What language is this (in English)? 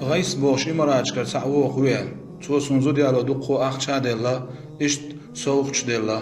Chechen